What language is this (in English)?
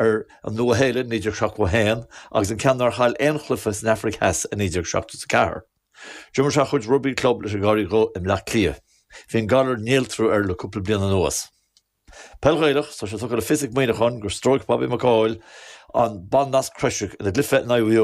Irish